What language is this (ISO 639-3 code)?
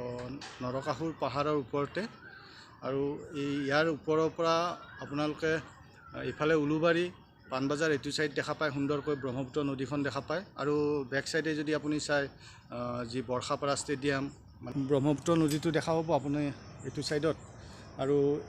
asm